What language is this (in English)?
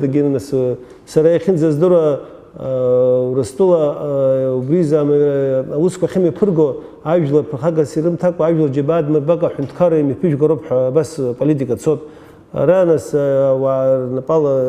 Abkhazian